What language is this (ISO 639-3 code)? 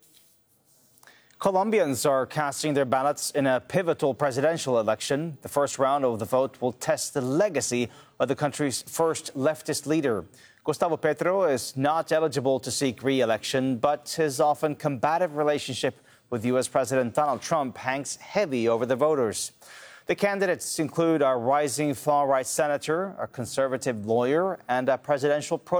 eng